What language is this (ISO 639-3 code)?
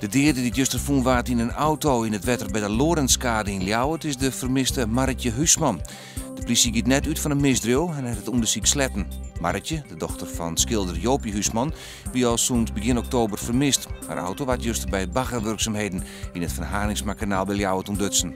fry